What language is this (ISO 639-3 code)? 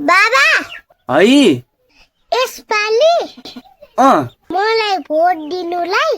nep